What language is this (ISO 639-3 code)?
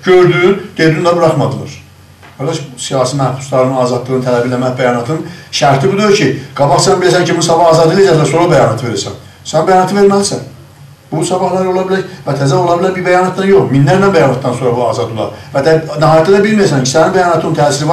azb